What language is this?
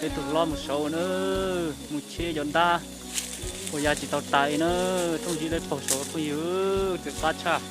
Hmong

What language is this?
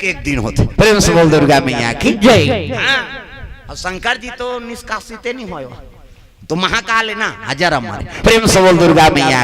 Chhattisgarhi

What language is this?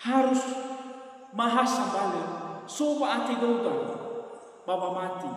Nias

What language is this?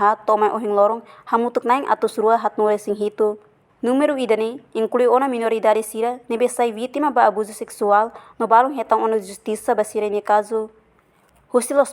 Tetum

